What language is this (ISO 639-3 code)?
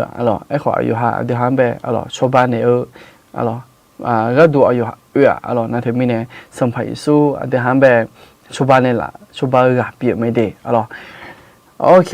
ahk